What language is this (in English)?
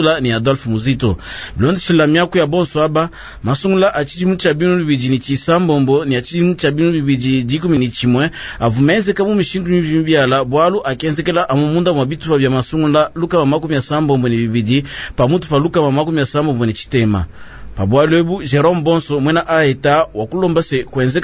Luba-Lulua